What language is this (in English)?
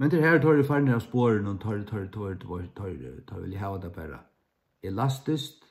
Faroese